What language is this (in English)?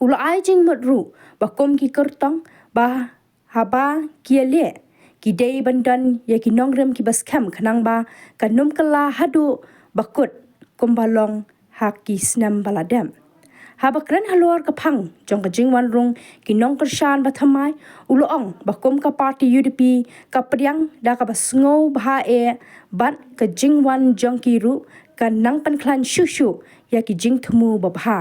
Khasi